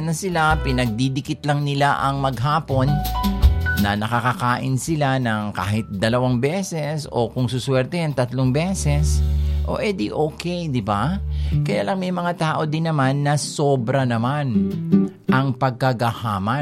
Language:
Filipino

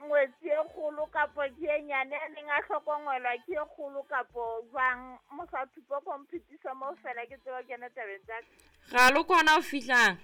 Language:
Southern Sotho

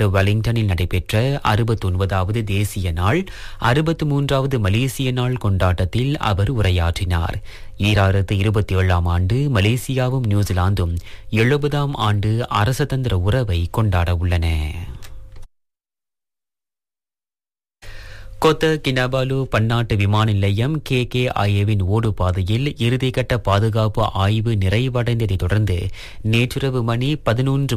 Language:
Tamil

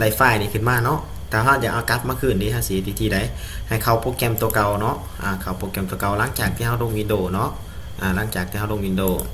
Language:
Lao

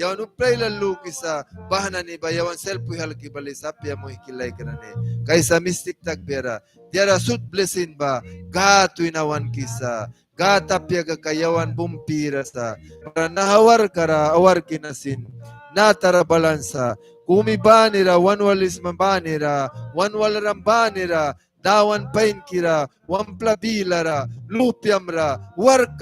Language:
Mískito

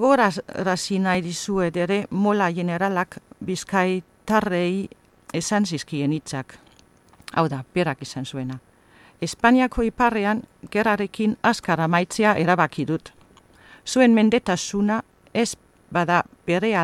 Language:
Basque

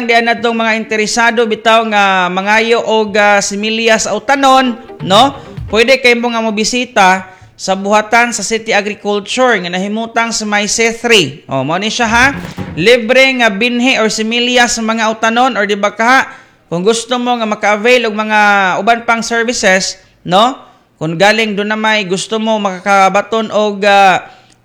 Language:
Cebuano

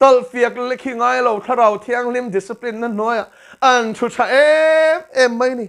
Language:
Mizo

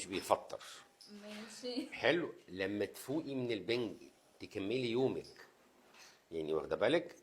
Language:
Egyptian Arabic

